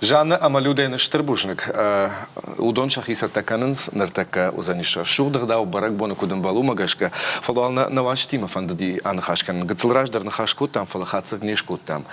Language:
Ossetic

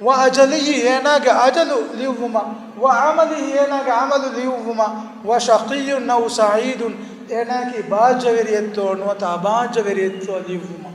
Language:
Divehi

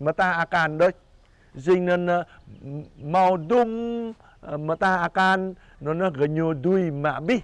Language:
Jarai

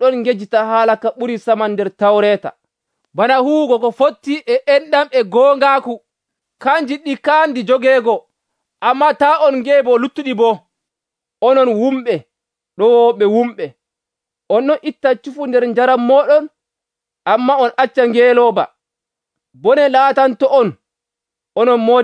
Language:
Nigerian Fulfulde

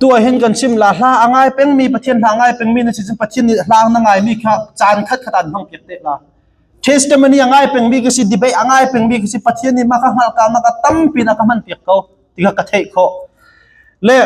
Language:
Hakha Chin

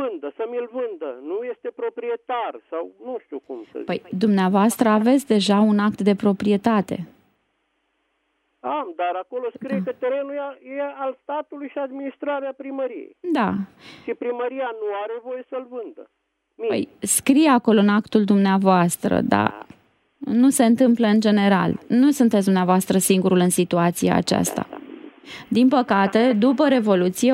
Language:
Romanian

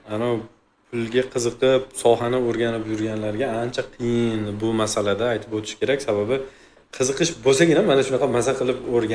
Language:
Uzbek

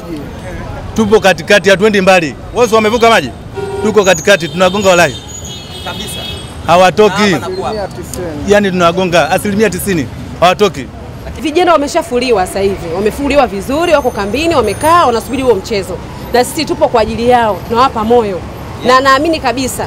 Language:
Swahili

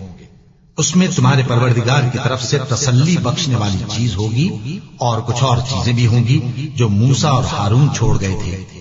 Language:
Urdu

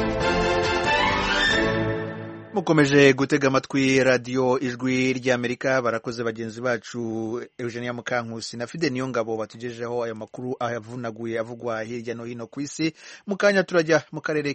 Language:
Kinyarwanda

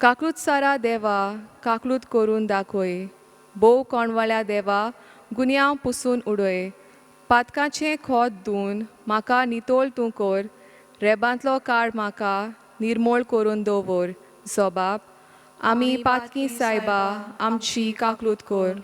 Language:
Konkani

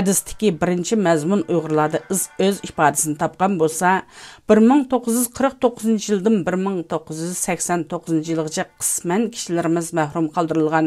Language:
Uyghur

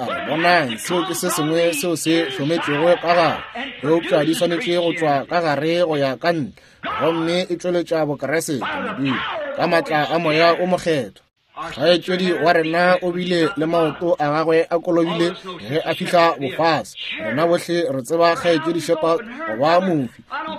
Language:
Northern Sotho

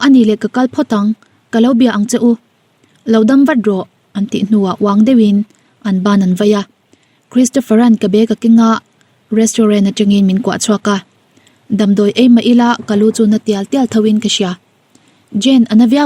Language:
Mizo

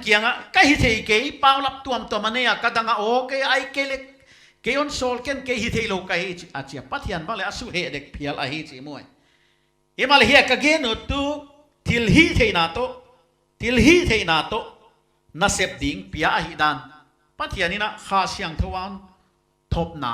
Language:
Paite Chin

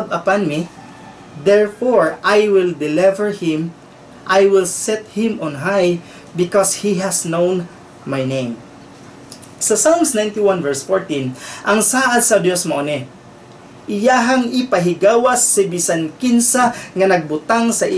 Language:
Cebuano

